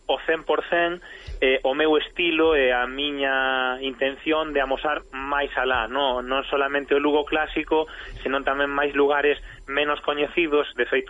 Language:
Galician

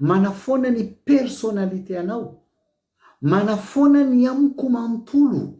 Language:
Malagasy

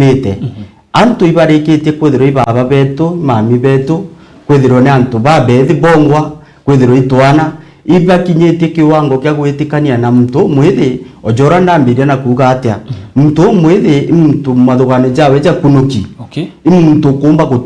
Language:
Meru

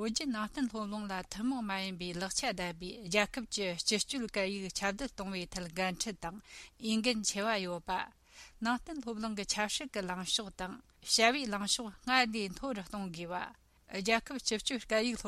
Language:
Tibetan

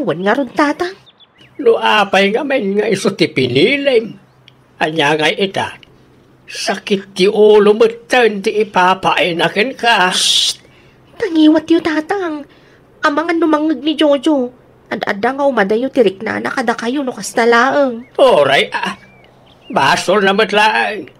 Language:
Iloko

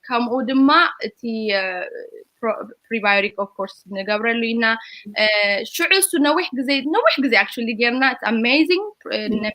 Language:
Tigrinya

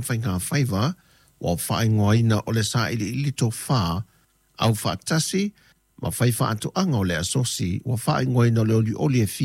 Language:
Samoan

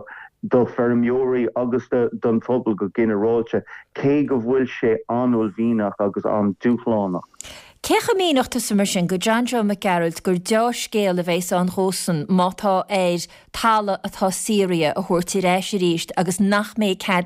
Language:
Irish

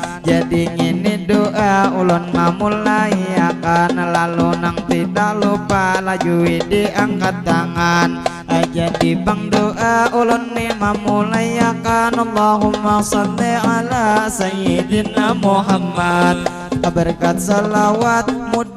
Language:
Banjar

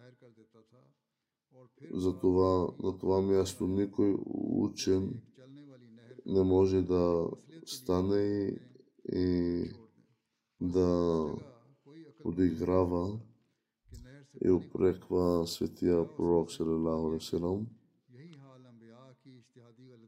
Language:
Bulgarian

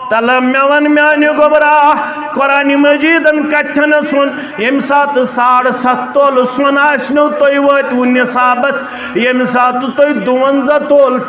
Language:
Kashmiri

